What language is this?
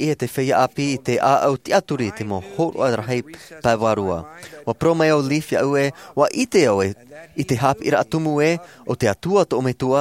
Tahitian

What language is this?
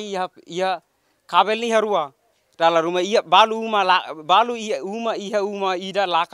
Tetum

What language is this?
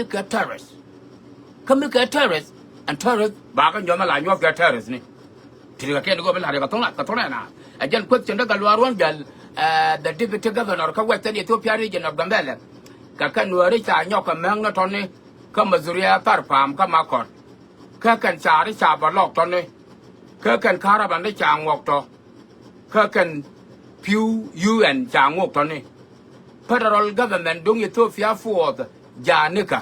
Nuer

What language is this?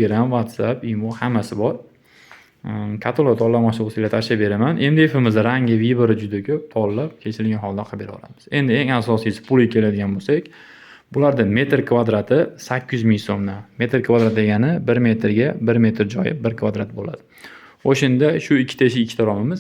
Uzbek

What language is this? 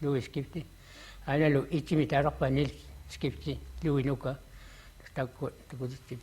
Kalaallisut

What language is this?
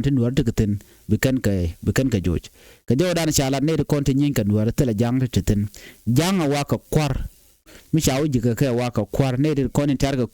Nuer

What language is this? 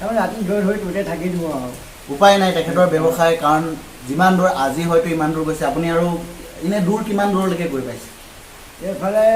Assamese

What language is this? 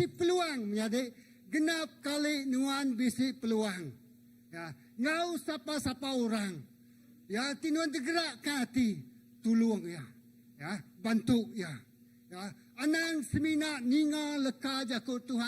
Iban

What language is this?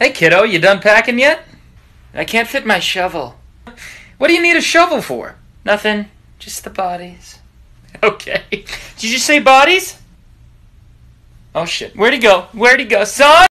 English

